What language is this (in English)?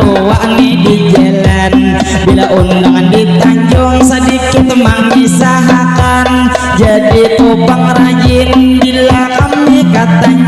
Banjar